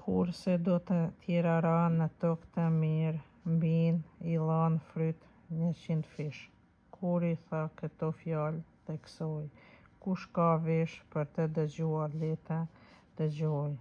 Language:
Albanian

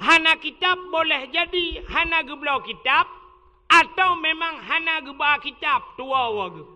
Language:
Achinese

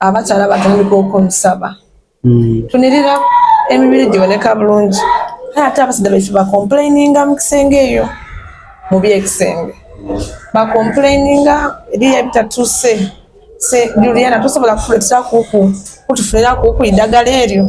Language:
Soga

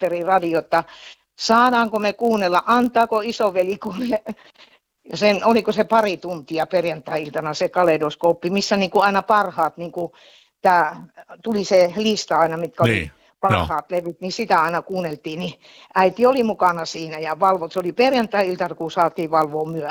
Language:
Finnish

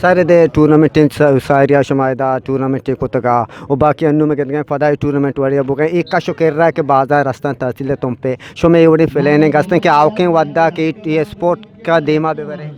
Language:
Eastern Balochi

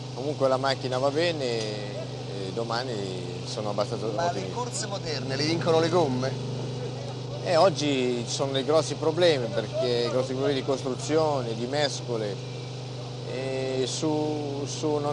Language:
Italian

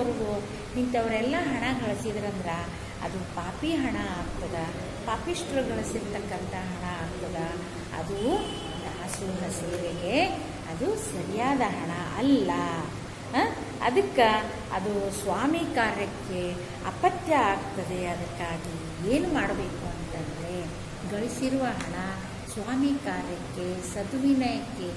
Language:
Kannada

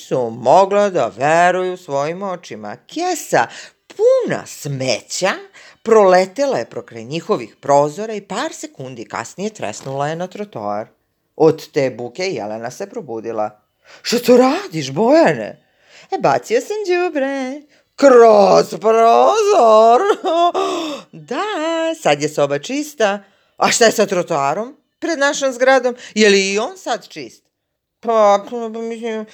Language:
Serbian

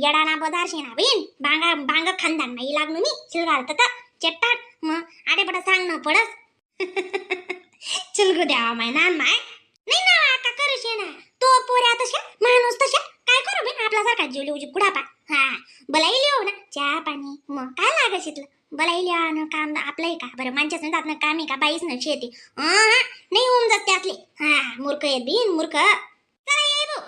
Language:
Khandesi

